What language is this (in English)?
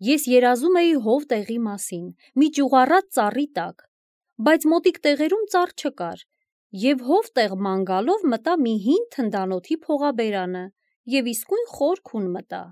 Armenian